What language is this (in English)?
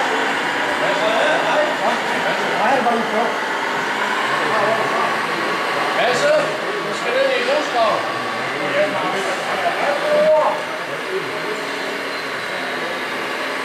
Danish